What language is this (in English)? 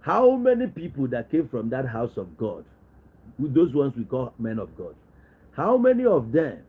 Igbo